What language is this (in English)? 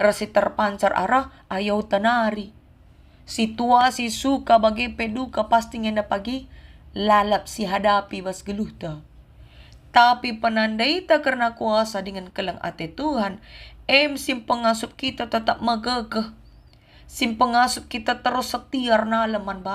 Batak Karo